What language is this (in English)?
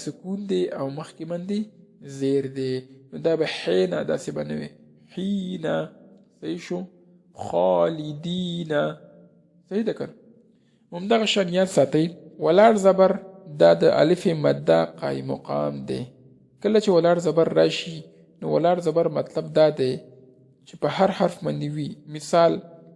Pashto